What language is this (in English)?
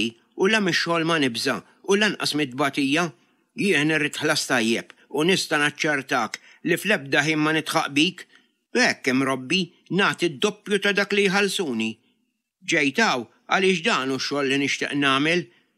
Maltese